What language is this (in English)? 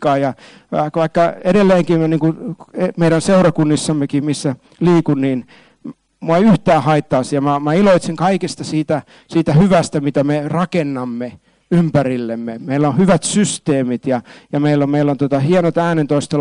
Finnish